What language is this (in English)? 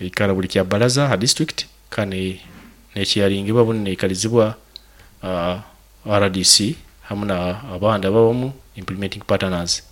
Nyoro